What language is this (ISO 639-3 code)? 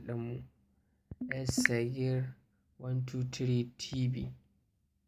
hau